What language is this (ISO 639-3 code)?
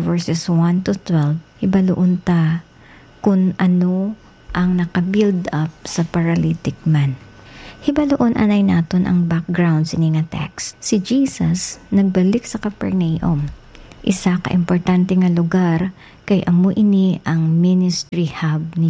hil